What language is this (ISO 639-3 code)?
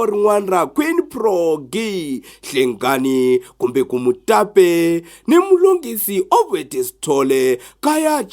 tso